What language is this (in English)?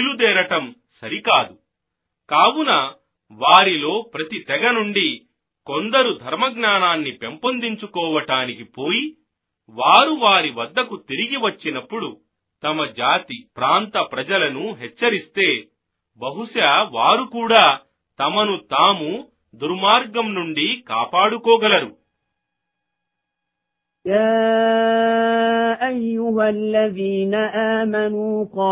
Telugu